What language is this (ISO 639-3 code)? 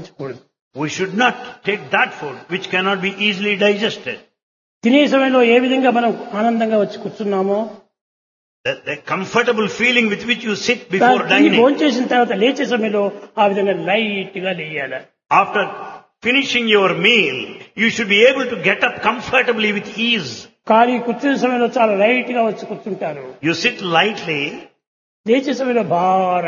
tel